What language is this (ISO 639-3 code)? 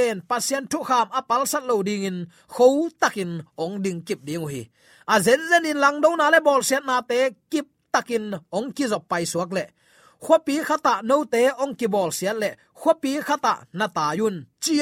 ctd